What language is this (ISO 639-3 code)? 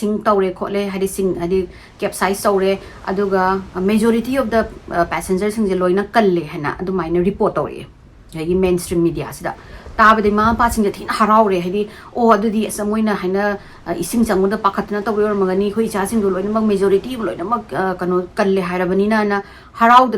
mni